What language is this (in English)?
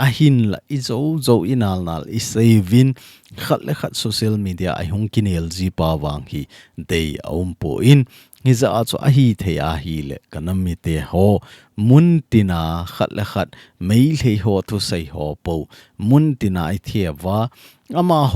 Thado Chin